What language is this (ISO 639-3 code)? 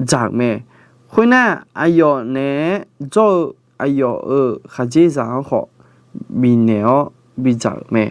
ahk